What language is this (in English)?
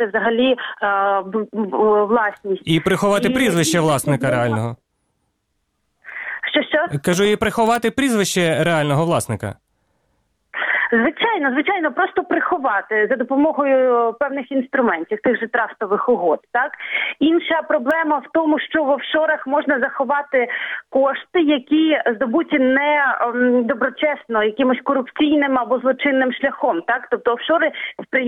Ukrainian